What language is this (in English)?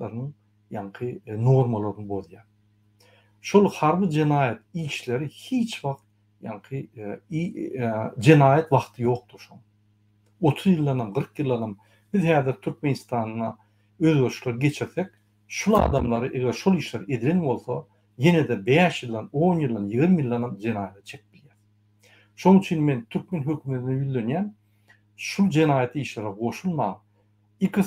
Turkmen